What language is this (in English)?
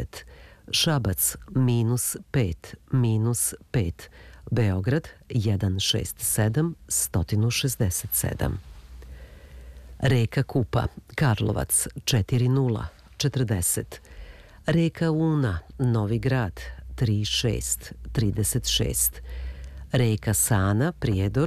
Serbian